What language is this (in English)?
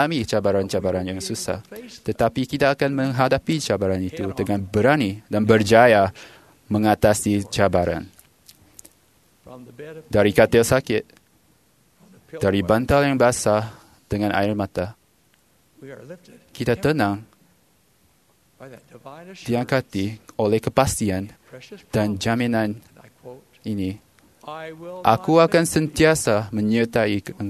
Malay